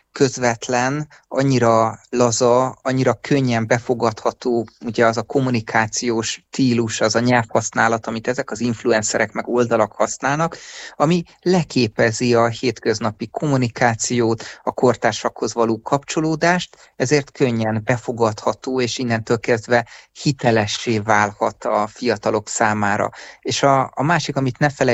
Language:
Hungarian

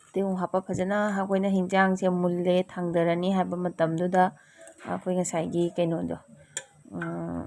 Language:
Manipuri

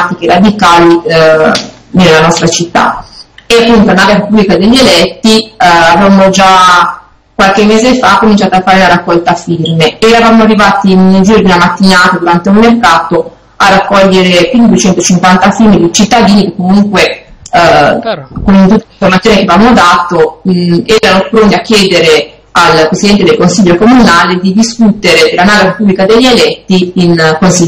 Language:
Italian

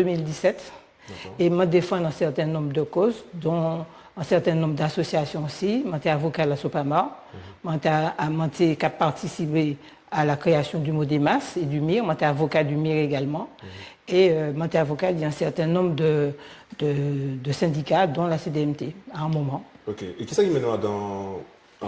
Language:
Guadeloupean Creole French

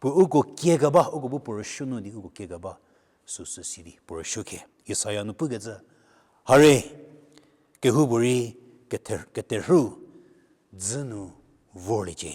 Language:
Angami Naga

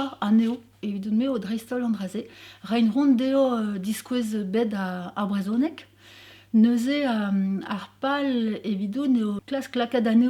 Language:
Breton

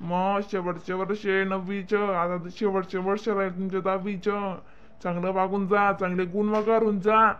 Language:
Khandesi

